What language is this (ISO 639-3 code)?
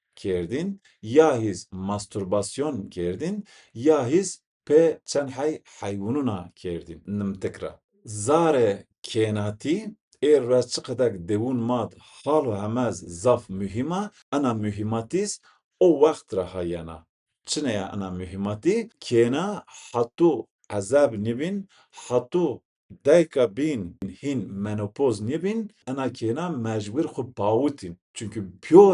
zza